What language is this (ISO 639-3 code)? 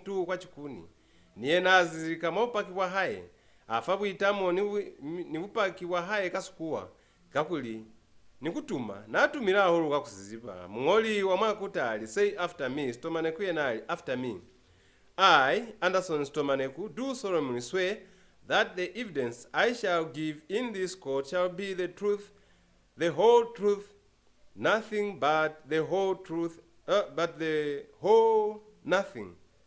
loz